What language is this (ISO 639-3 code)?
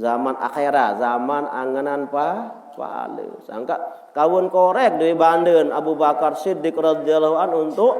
sas